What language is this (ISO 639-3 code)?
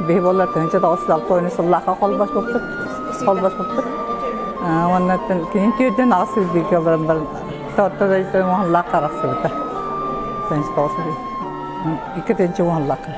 sah